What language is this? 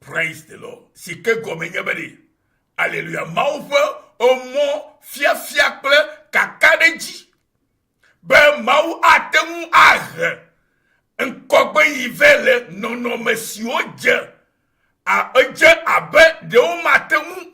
Ewe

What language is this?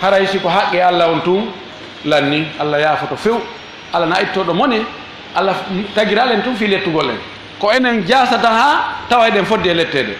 Fula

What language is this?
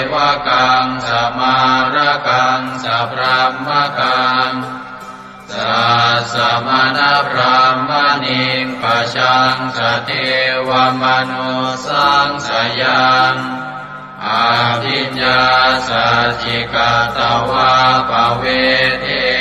Pali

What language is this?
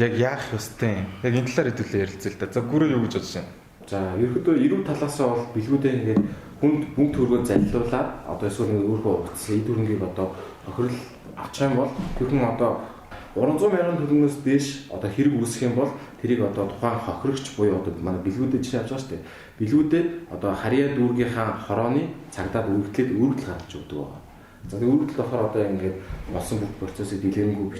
Mongolian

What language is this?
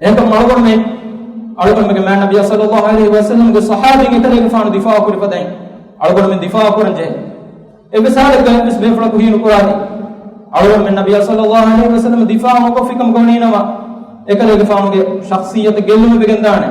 Divehi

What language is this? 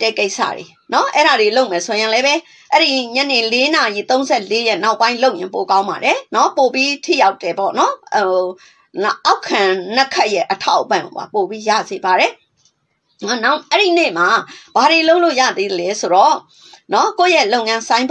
Burmese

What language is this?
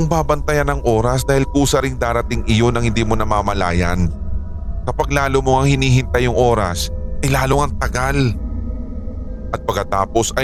Filipino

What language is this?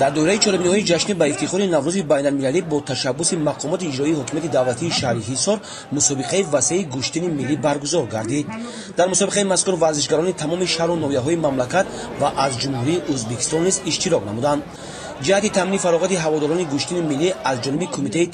Tajik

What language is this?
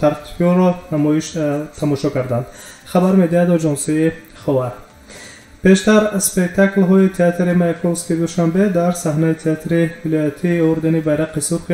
Tajik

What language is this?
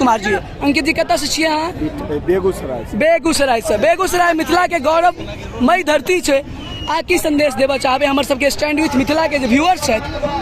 Maithili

